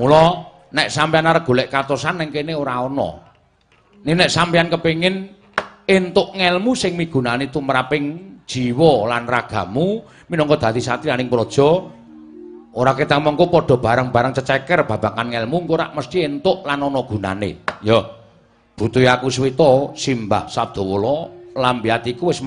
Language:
Javanese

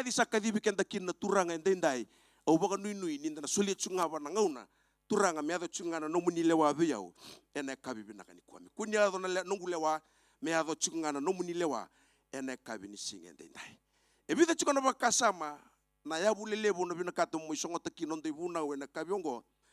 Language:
Fijian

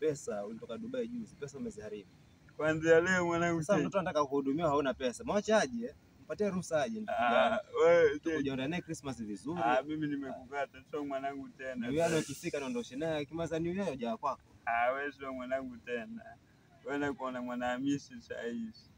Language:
Swahili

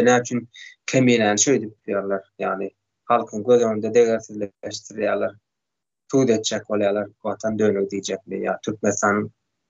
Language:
Turkmen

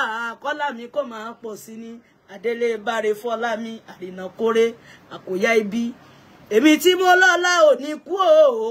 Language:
Yoruba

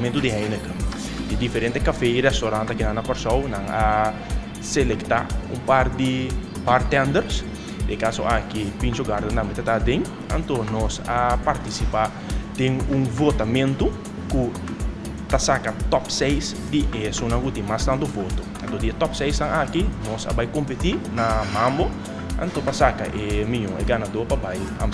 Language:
Papiamento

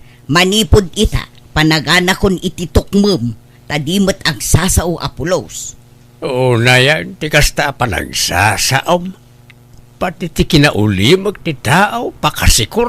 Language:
Iloko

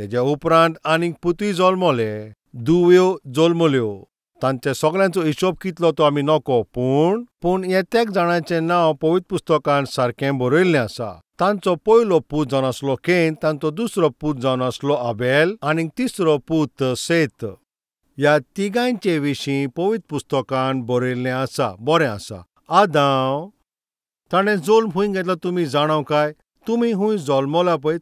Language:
Konkani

